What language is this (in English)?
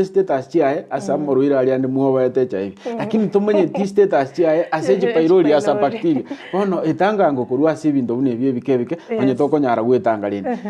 Gusii